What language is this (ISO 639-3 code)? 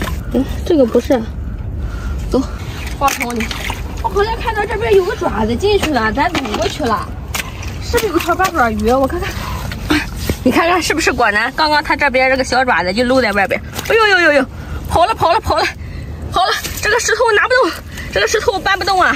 zho